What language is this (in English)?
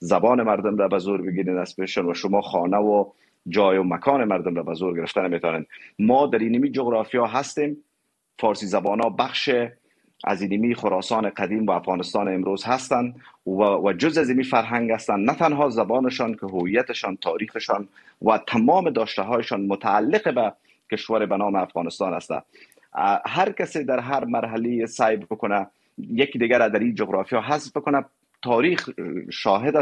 Persian